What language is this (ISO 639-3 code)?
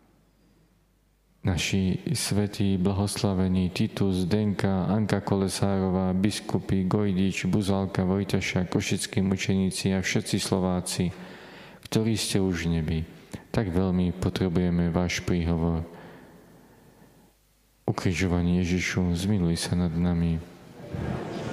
slk